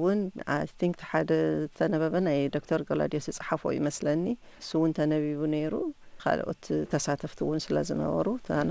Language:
Tigrinya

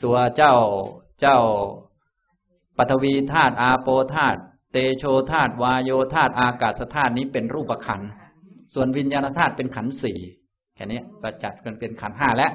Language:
Thai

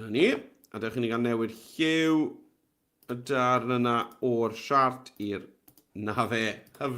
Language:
Welsh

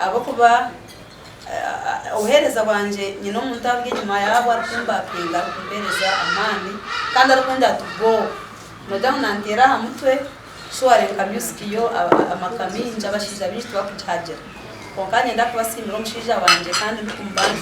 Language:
Nyankole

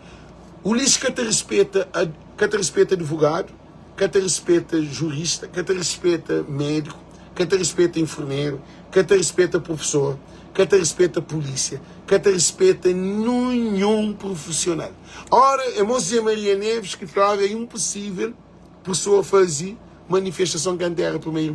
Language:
Kabuverdianu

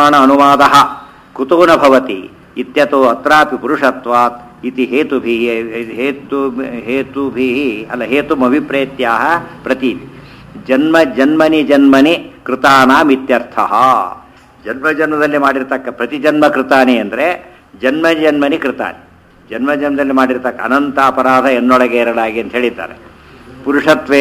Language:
Kannada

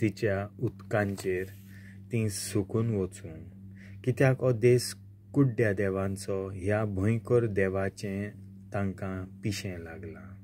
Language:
Konkani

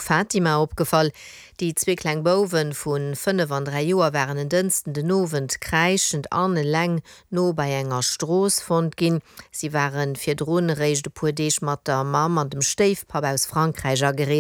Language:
Luxembourgish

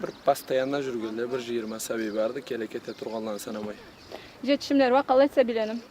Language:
Karachay-Balkar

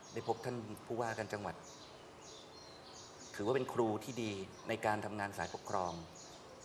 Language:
Thai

